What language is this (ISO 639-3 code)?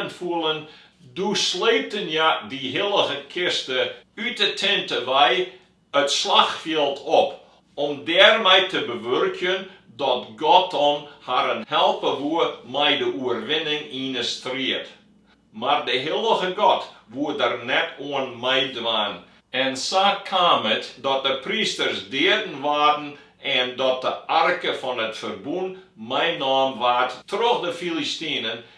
fry